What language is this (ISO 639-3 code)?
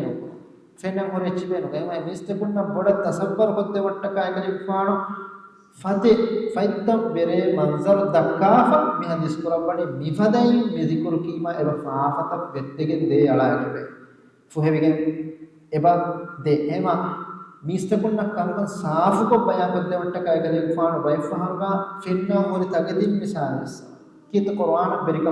div